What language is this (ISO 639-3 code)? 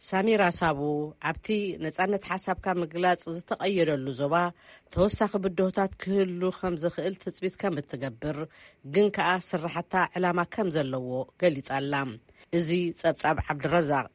tir